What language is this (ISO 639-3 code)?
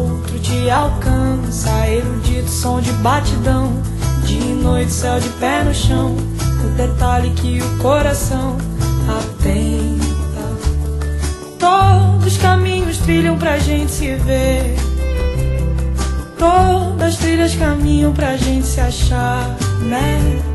por